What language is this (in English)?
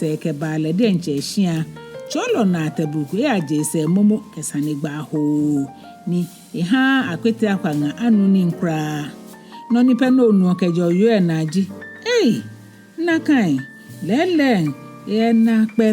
Ga